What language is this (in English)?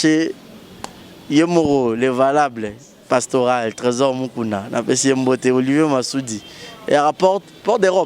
Lingala